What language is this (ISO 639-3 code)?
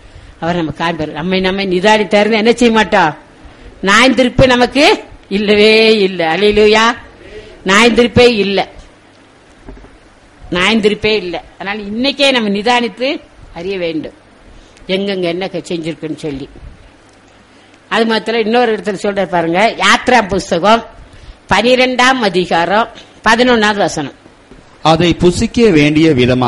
tam